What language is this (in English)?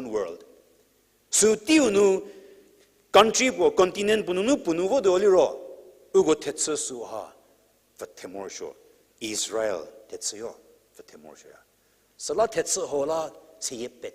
Angami Naga